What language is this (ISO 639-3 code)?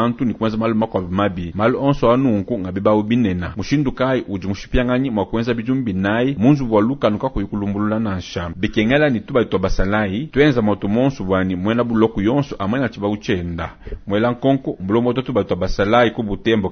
lua